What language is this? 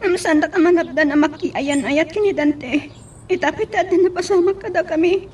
Iloko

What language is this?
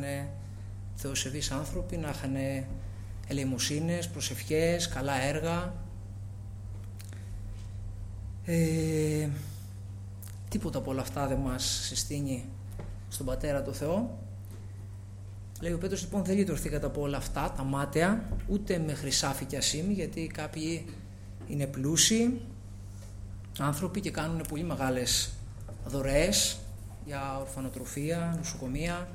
Greek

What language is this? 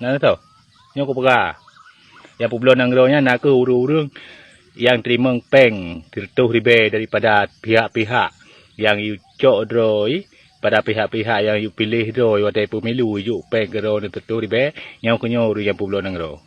Achinese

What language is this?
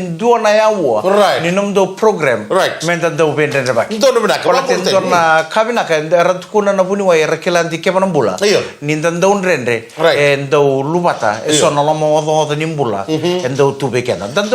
Fijian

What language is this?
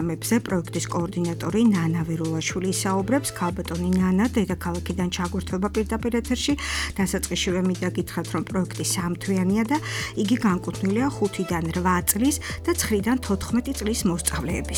Georgian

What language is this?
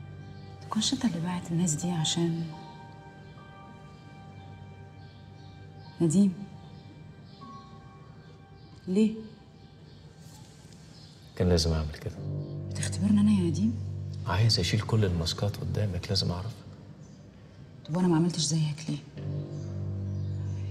Egyptian Arabic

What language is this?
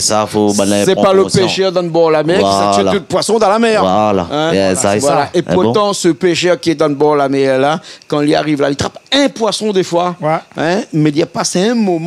Réunion Creole French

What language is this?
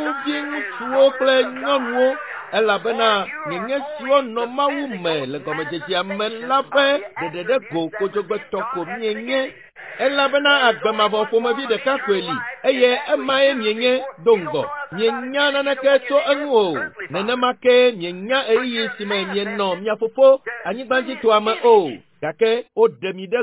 Ewe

